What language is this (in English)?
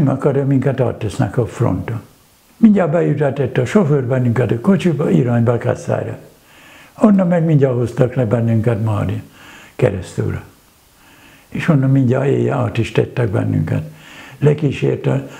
Hungarian